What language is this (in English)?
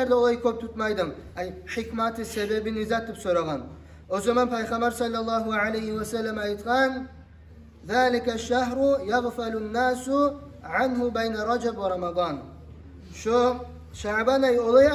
Kumyk